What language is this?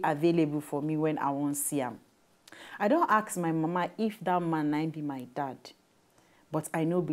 Nigerian Pidgin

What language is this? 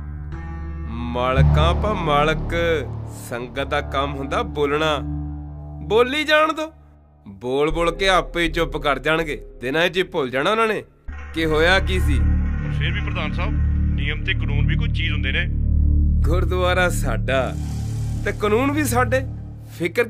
Punjabi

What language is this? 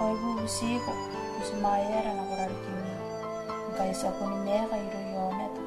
Gilbertese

